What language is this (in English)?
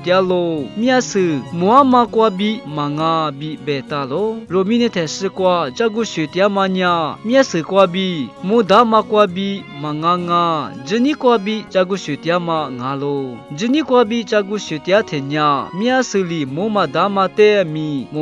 Lisu